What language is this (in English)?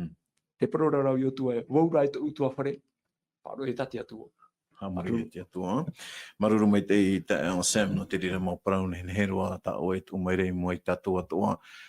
Tahitian